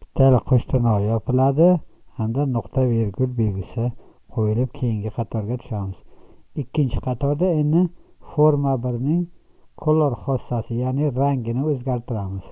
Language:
Uzbek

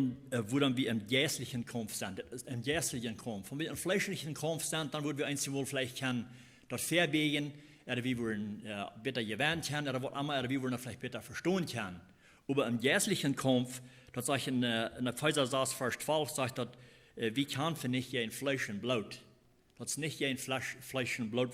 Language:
Plautdietsch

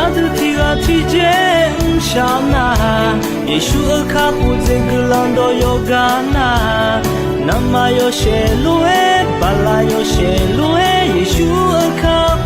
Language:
Akha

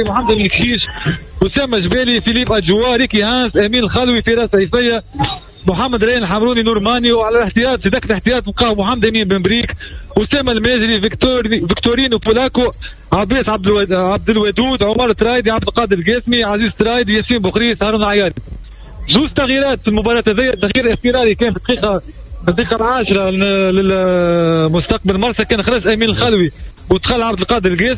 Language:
Tunisian Arabic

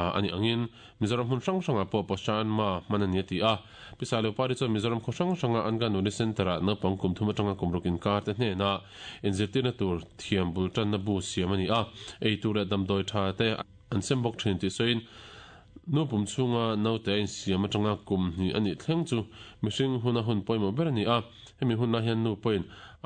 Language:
Mizo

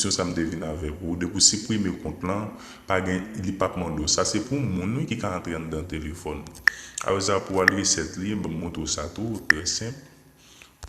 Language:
Haitian Creole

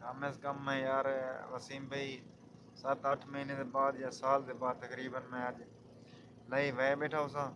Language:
Saraiki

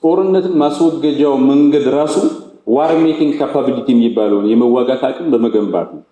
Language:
Amharic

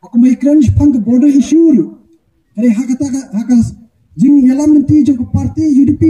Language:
Khasi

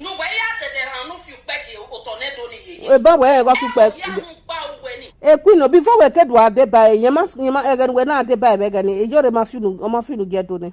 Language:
Nigerian Pidgin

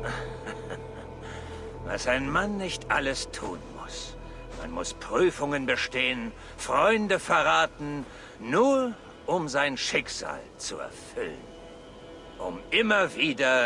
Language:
German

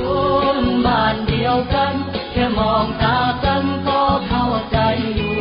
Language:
Northeastern Thai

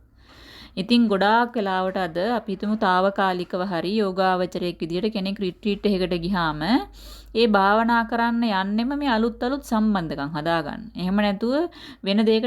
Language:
Sinhala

